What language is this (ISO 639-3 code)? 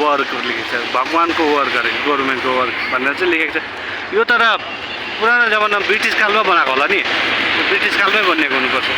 nep